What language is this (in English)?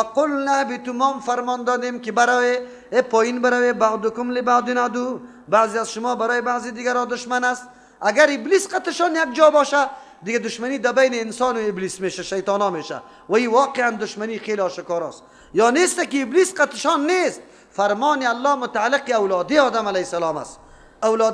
Persian